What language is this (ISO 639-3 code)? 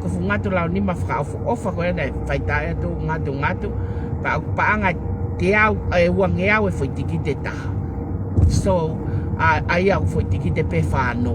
ton